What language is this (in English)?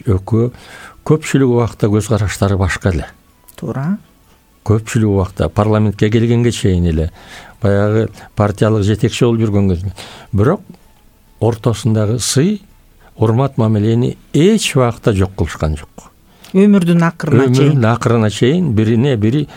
Kyrgyz